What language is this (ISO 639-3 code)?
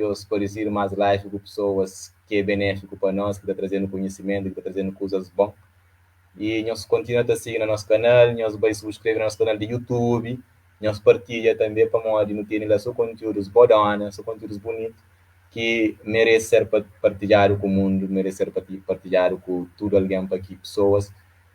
kea